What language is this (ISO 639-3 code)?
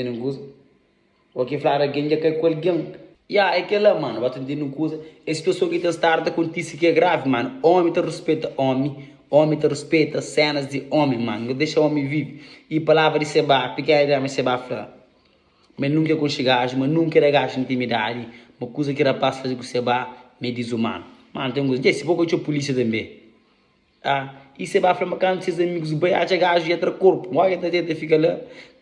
kea